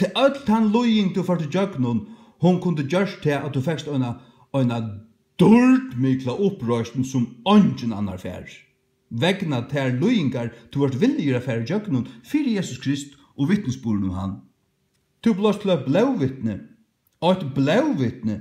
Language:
Faroese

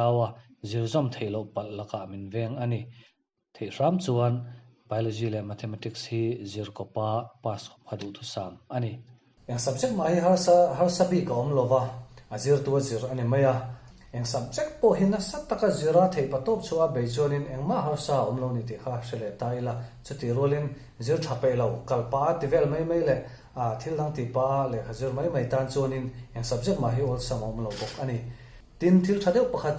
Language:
Mizo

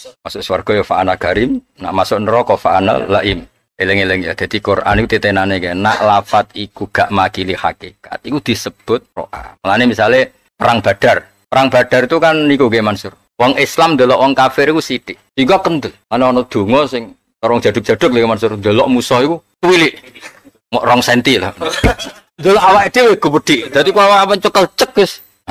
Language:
Javanese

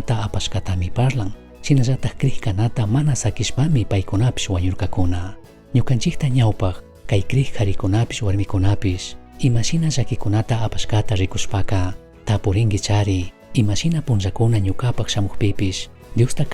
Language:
Chimborazo Highland Quichua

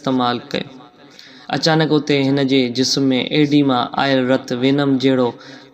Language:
Sindhi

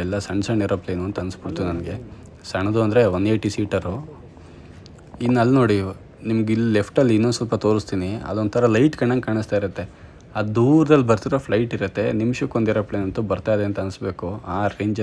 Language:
Kannada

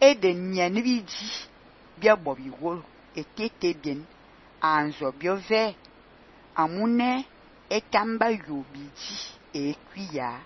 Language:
Fang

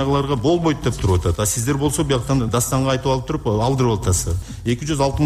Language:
Kyrgyz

